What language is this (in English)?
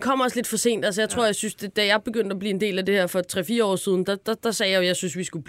Danish